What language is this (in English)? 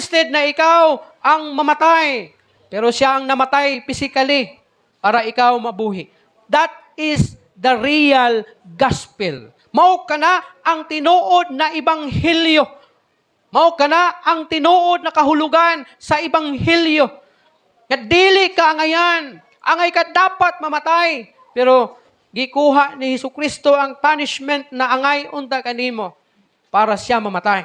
Cebuano